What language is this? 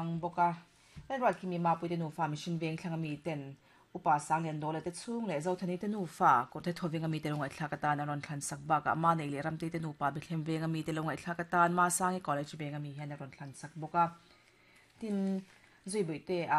Mizo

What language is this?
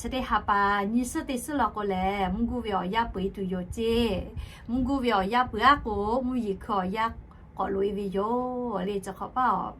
Lahu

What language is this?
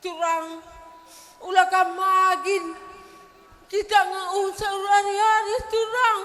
Batak Karo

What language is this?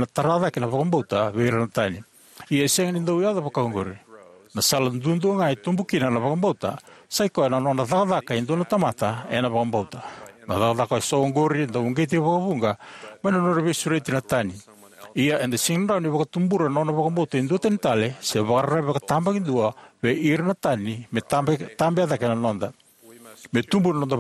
Fijian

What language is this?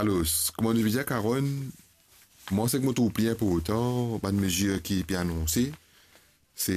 Morisyen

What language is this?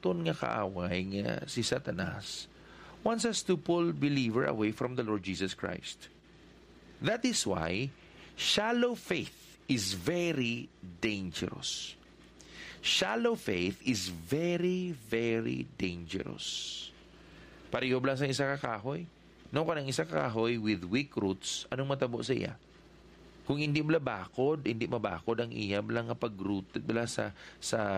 Hiligaynon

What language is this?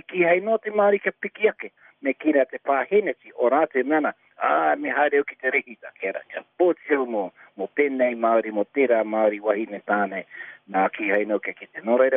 Māori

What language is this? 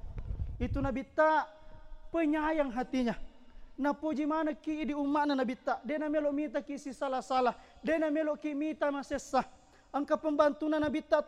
Buginese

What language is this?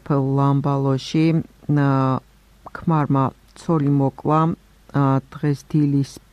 Georgian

